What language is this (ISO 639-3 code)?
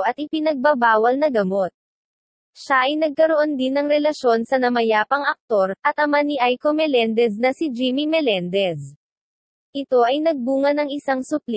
fil